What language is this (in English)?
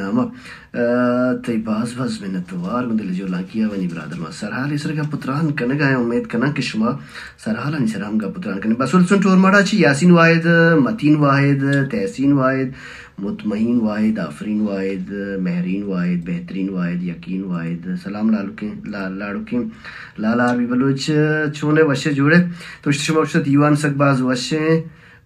Baluchi